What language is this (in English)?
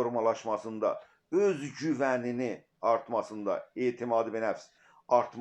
South Azerbaijani